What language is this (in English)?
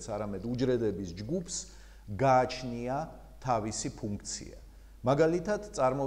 Georgian